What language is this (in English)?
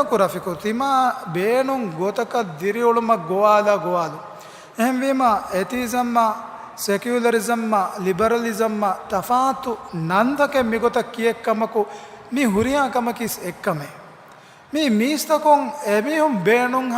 Divehi